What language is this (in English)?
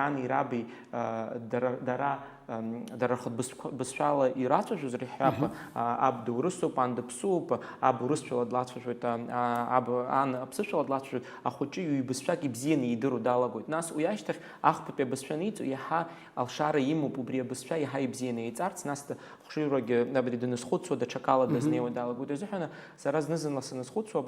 Abkhazian